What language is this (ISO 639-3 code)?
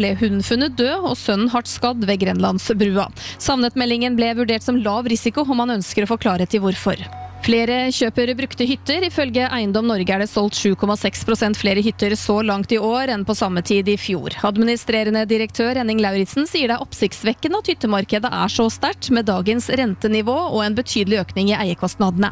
nor